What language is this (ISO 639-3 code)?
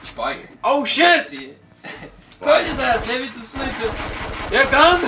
fao